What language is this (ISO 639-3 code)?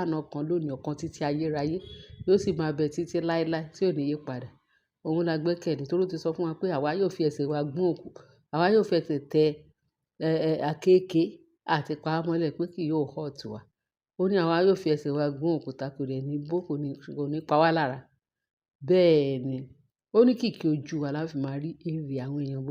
yor